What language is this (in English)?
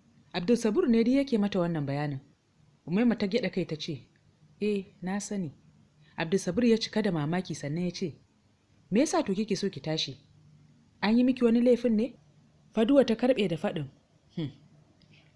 Hausa